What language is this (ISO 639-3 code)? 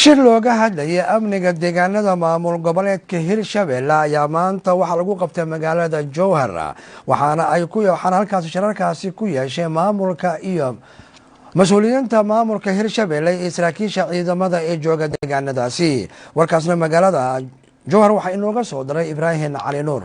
som